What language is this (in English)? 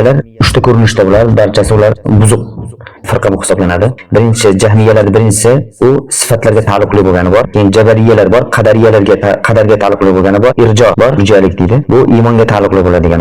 Uzbek